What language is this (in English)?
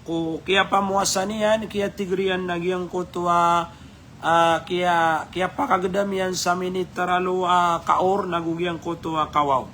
Maranao